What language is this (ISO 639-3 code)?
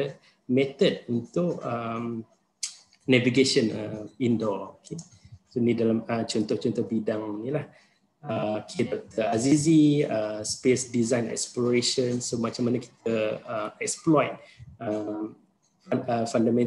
msa